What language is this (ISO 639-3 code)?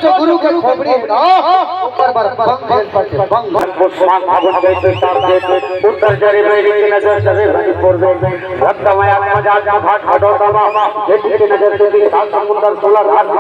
hne